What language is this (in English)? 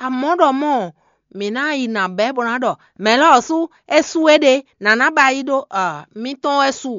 Fon